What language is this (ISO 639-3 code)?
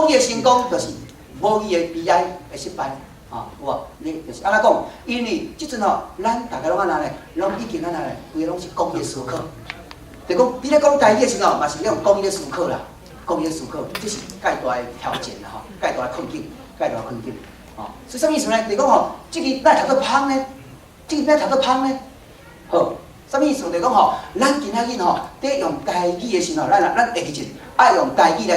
nan